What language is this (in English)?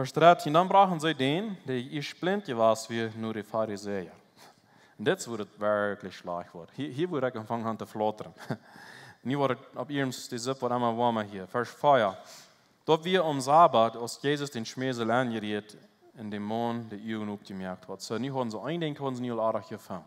Plautdietsch